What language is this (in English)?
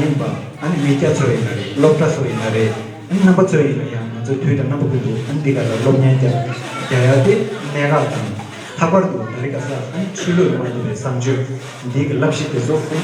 Tibetan